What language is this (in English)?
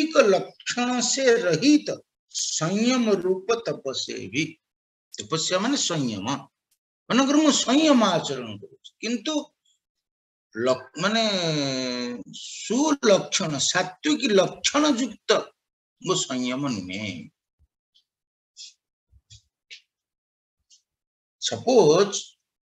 Odia